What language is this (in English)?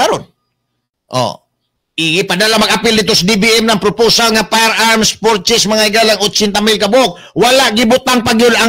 Cebuano